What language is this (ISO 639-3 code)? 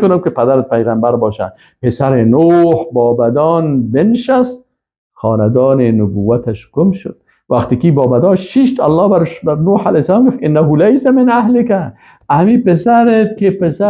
fas